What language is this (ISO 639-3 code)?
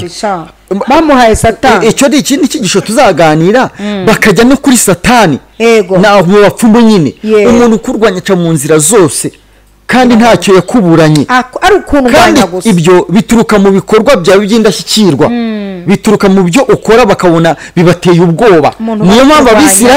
kin